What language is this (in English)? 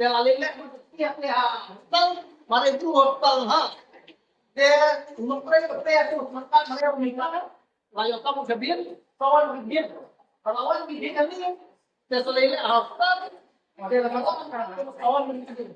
Khasi